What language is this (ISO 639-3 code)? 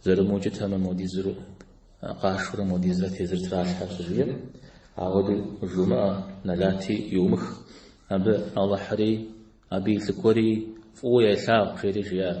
kbd